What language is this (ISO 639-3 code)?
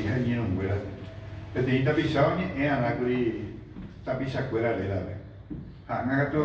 grn